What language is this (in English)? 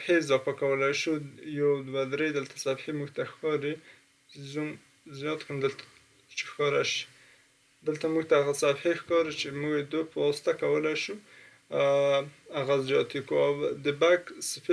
Pashto